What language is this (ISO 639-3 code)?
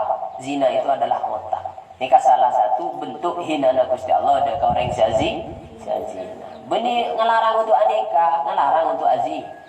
mad